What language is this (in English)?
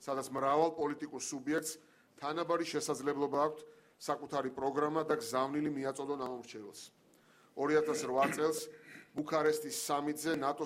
Georgian